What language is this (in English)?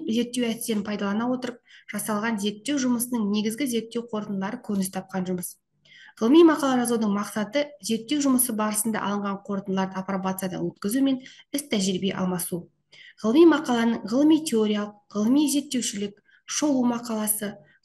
Kazakh